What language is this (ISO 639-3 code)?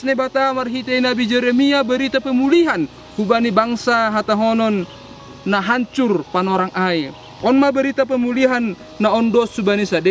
bts